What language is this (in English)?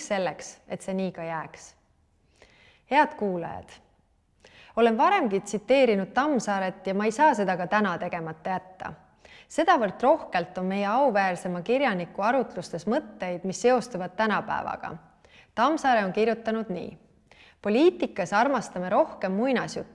Estonian